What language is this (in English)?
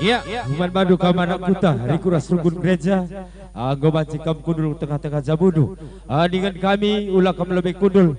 Batak Karo